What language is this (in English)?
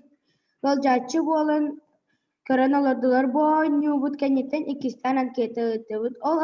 Yakut